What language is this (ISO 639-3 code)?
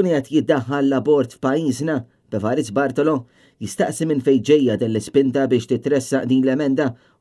mlt